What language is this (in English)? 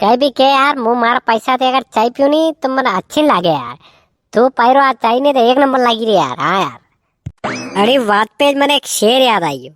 Rajasthani